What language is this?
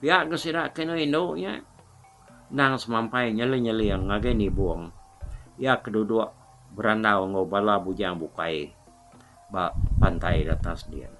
Iban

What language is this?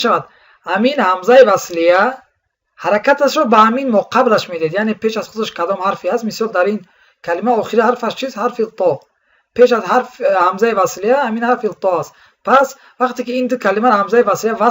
Tajik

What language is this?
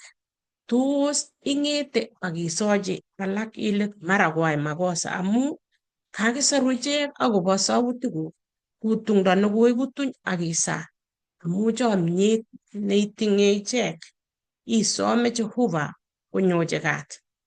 Kalenjin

